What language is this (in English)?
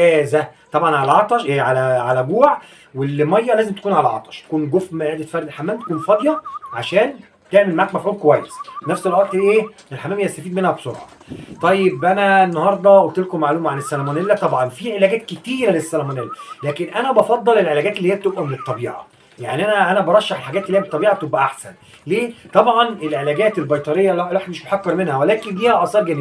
Egyptian Arabic